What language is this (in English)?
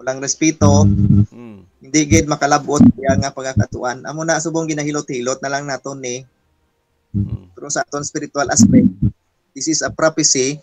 Hiligaynon